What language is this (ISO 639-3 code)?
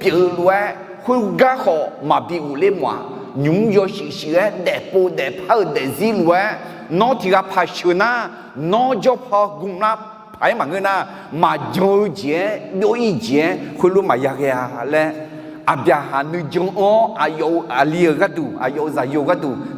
ahk